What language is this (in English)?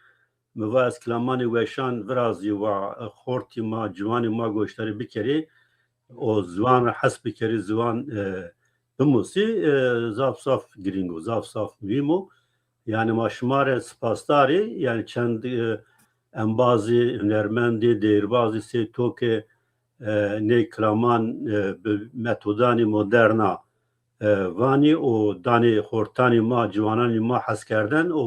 Zaza